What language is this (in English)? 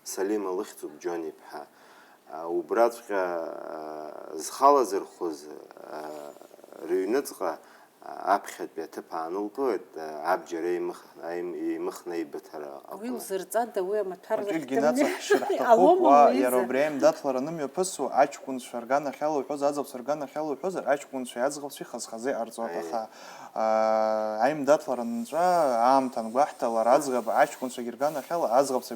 Abkhazian